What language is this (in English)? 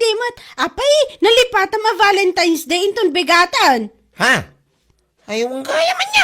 Iloko